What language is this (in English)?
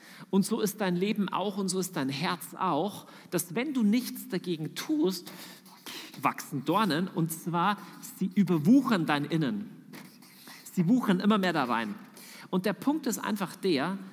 German